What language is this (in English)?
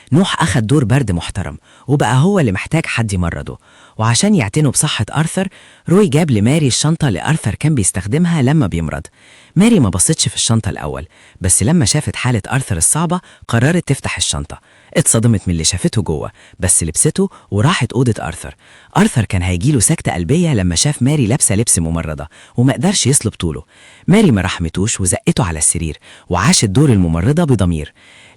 Egyptian Arabic